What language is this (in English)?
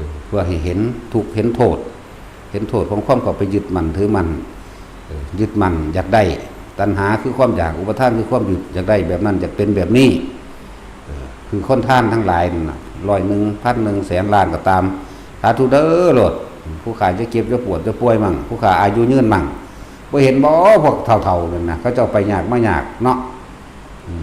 Northeastern Thai